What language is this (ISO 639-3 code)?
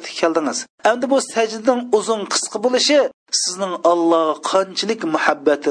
uig